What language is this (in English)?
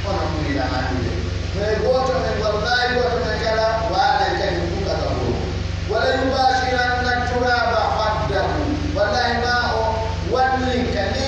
Pular